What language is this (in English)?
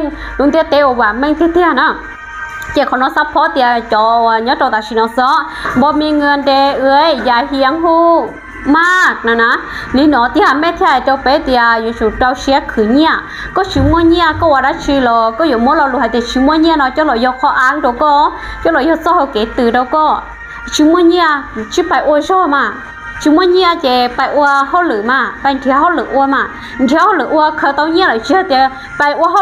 Hmong